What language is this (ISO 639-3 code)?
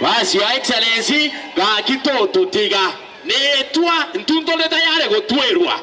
guz